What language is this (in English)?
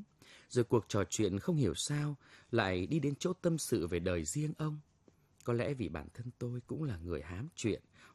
Vietnamese